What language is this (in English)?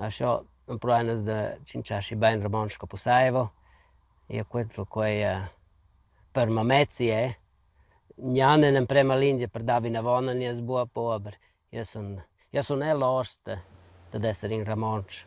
Romansh